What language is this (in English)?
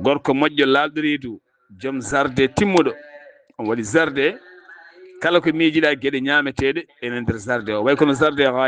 Fula